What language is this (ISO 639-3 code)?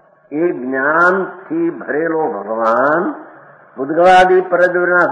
guj